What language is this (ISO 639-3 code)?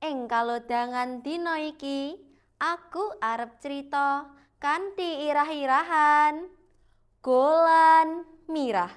jav